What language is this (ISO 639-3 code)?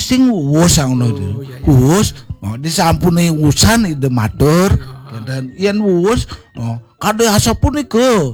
ban